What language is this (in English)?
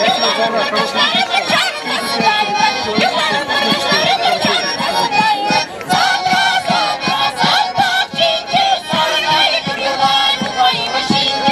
Chuvash